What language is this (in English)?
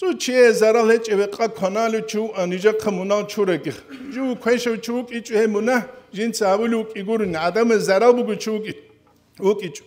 Avaric